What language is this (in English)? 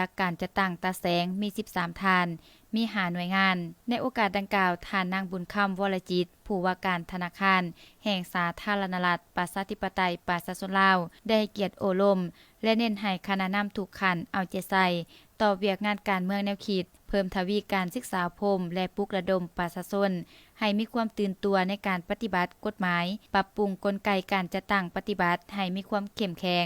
Lao